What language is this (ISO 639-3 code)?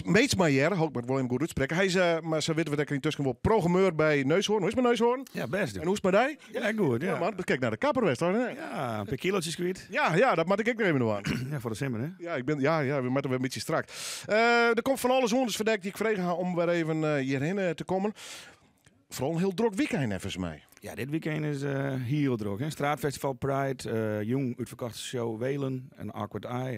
fry